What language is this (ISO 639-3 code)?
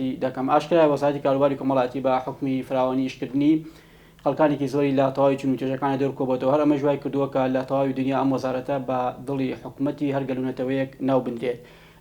ckb